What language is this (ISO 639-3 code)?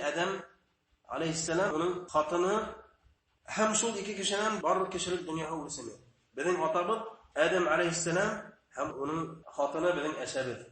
bak